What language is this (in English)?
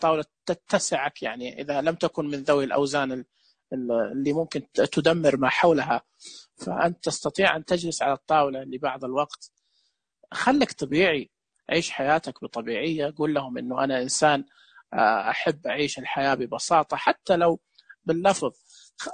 Najdi Arabic